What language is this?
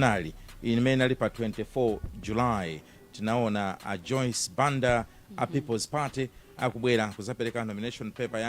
Nyanja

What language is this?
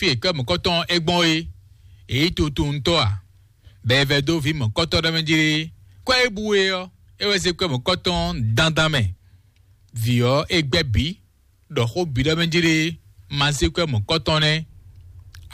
Fon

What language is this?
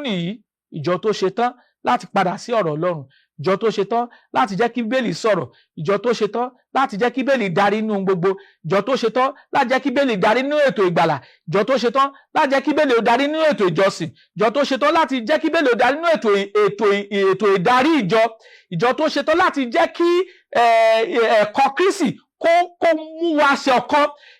Yoruba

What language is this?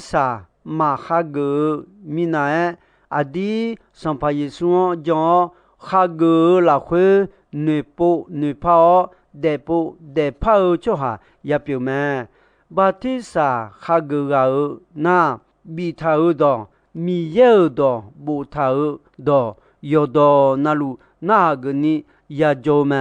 Akha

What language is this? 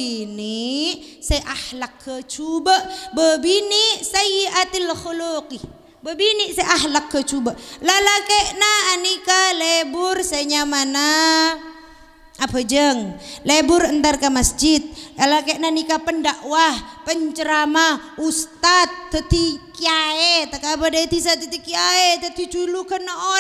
Madurese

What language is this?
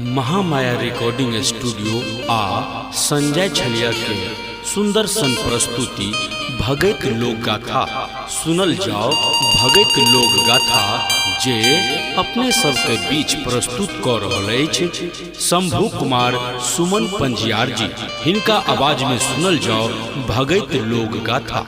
Maithili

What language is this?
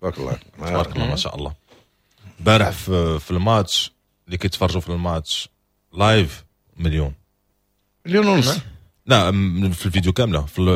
Moroccan Arabic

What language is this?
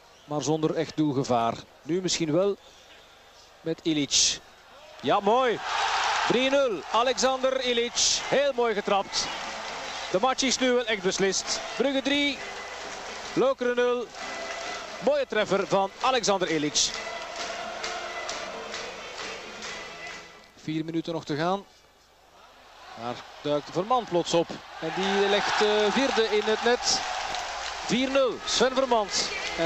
Dutch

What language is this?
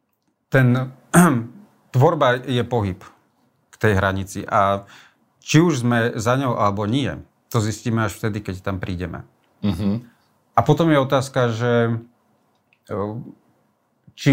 Slovak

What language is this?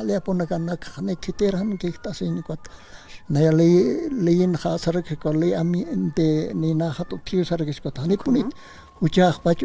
Aymara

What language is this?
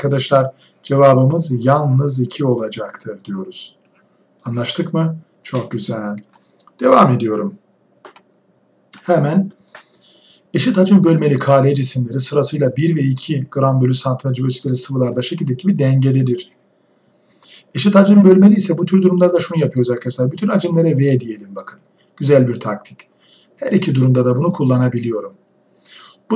Turkish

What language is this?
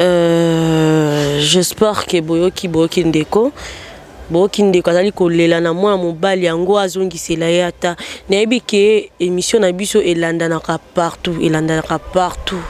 Lingala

